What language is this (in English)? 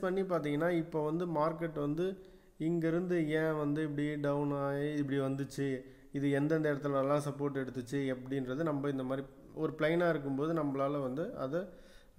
Tamil